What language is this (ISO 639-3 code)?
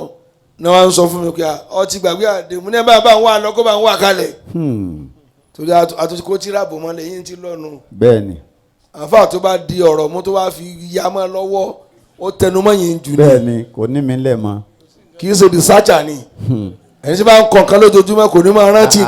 yor